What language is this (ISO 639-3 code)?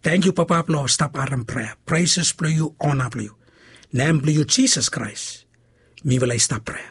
bis